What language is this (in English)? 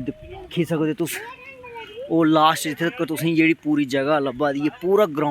Dogri